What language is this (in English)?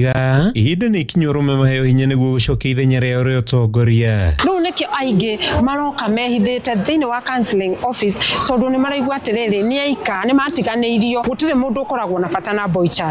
Kikuyu